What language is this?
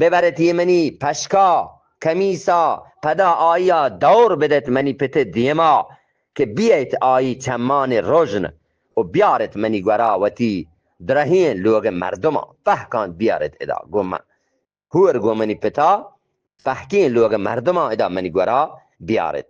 Eastern Balochi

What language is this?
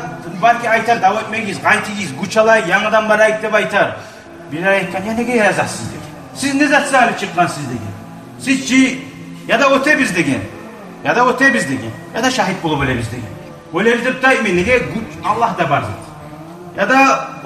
Kumyk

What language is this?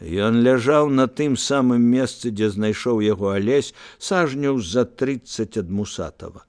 Belarusian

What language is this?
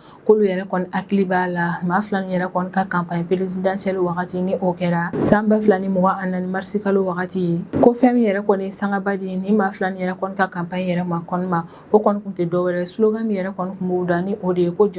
Bambara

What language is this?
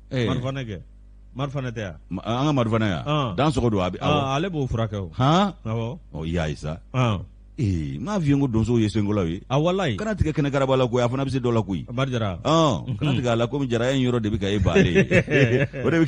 Bambara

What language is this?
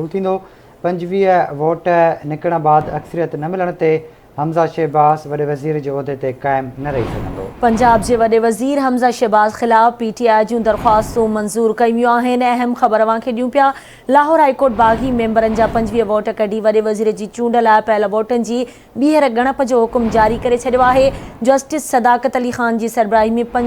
Sindhi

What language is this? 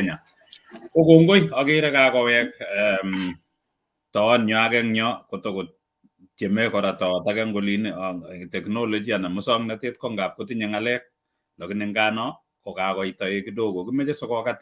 Kalenjin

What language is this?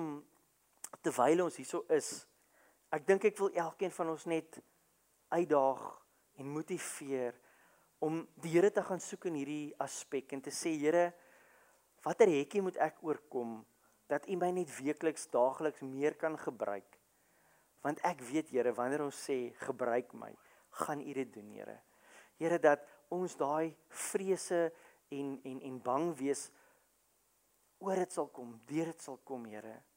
Afrikaans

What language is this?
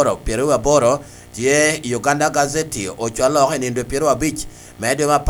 Lango (Uganda)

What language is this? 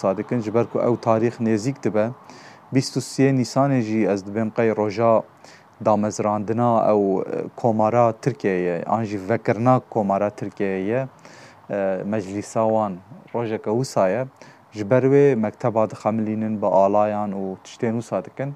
Kurdish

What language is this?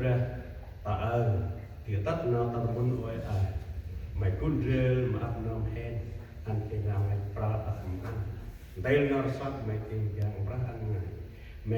Central Mnong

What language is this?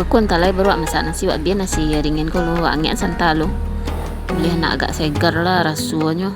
Minangkabau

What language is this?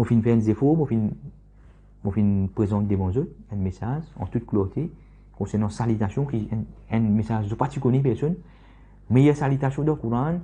Morisyen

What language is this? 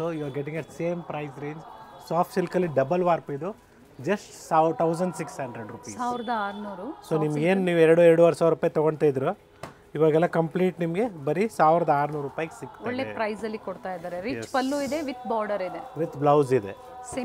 Kannada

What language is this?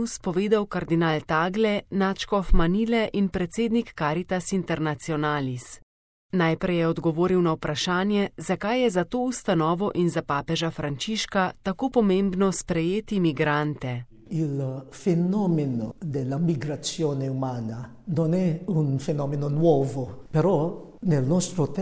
Slovenian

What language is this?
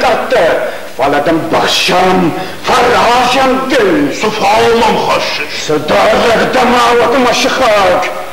Ossetic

